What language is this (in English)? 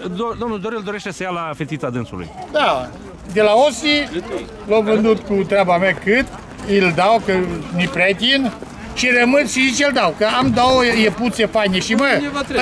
Romanian